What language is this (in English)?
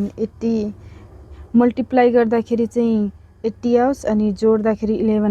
Nepali